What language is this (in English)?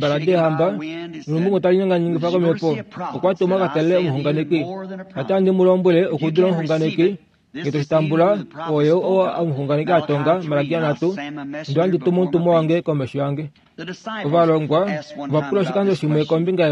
Kuanyama